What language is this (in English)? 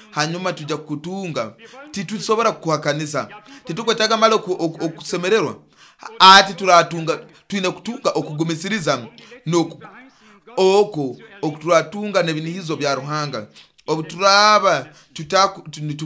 Nyoro